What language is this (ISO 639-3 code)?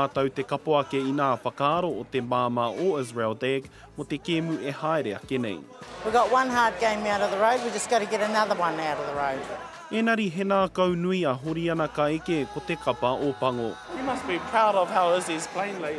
mri